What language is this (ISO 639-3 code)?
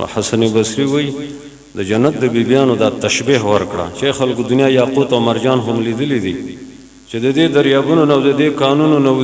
pus